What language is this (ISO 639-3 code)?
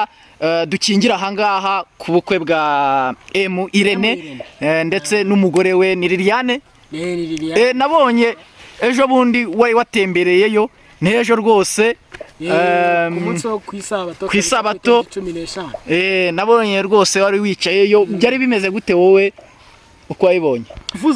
kin